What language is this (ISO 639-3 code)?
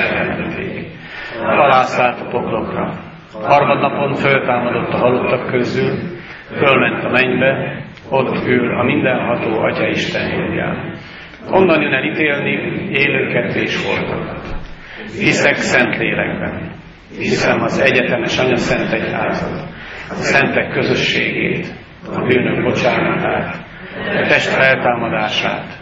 hun